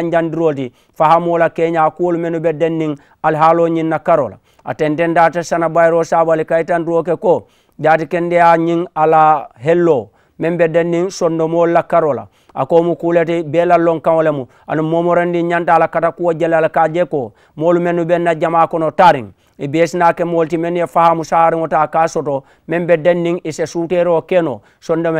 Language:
Mandingo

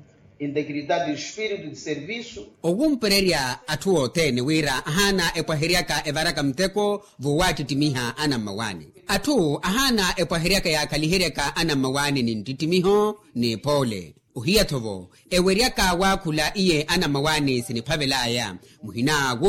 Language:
Makhuwa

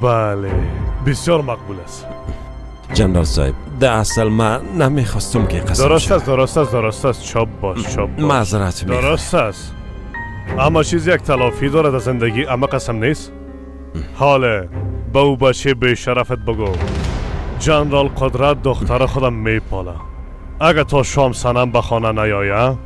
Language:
Persian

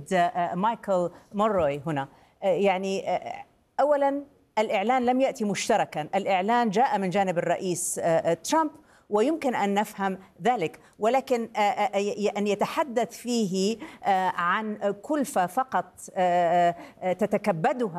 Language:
Arabic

